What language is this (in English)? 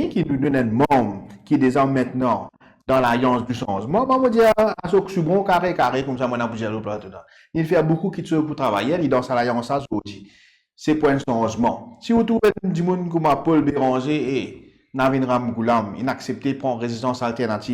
Morisyen